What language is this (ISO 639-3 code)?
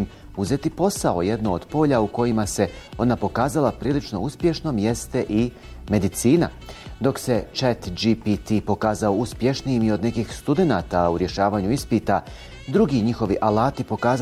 bos